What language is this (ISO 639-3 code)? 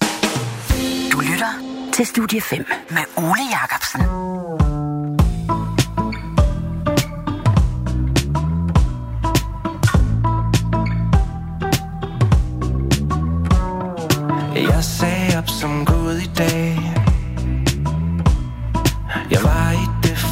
dan